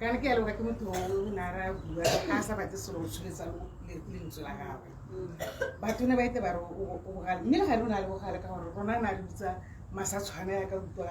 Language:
Tswana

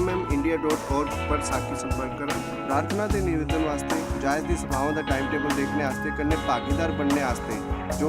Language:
Dogri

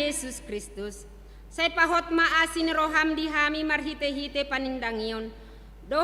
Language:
Batak Toba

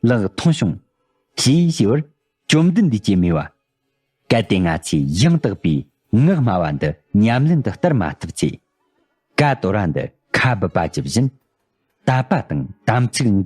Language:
Tibetan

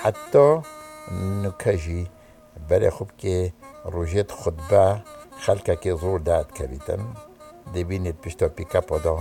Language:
Kurdish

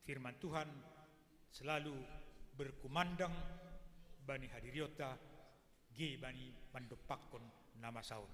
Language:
Batak Simalungun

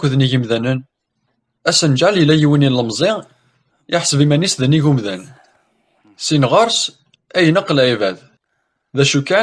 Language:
Kabyle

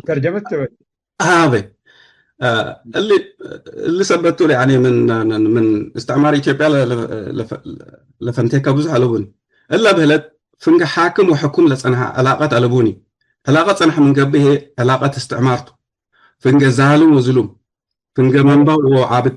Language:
Tigre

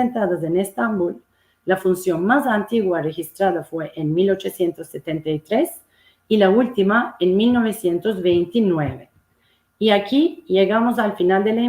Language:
Ladino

